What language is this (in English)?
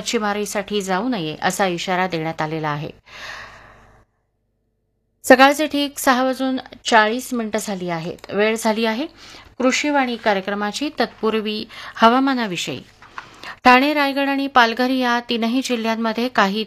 Marathi